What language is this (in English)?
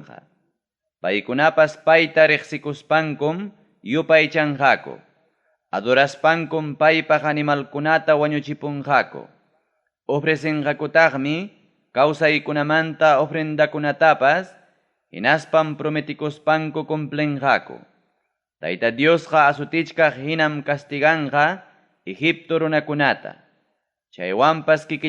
Ayacucho Quechua